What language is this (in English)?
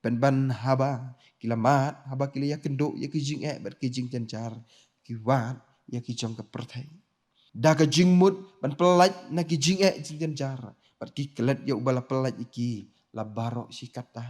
Khasi